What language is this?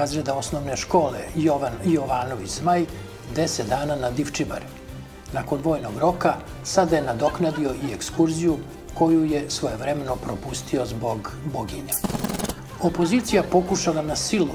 Serbian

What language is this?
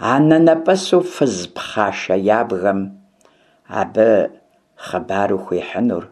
Kabardian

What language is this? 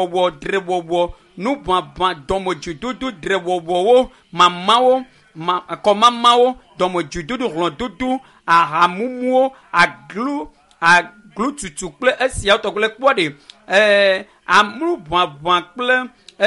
Ewe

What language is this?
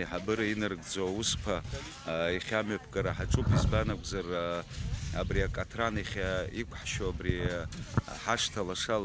Abkhazian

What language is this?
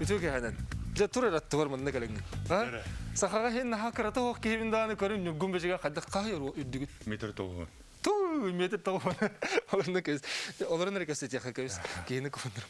Yakut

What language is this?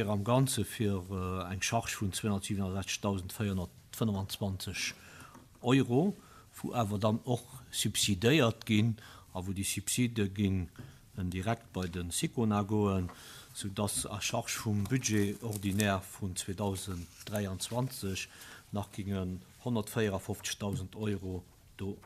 Luxembourgish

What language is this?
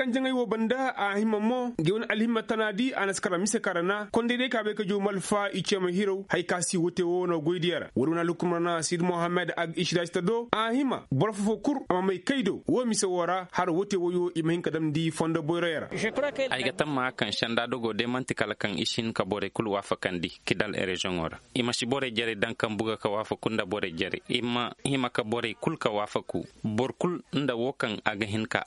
Koyraboro Senni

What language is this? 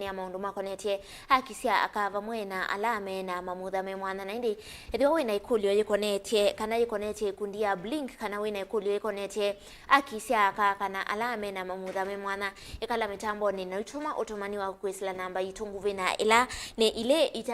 Kamba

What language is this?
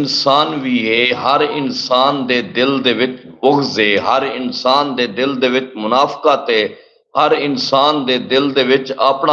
Saraiki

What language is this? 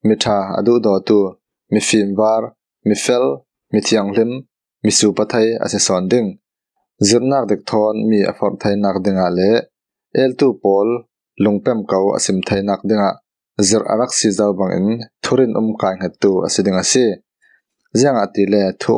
Falam Chin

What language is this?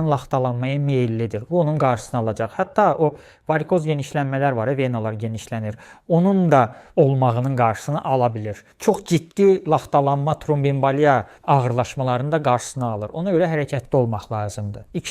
Azerbaijani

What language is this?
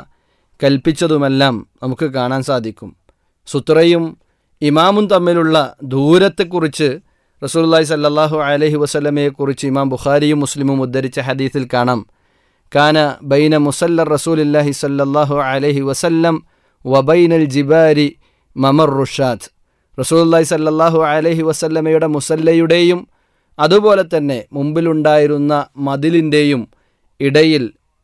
Malayalam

